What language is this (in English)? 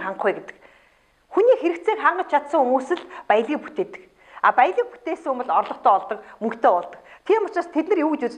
Mongolian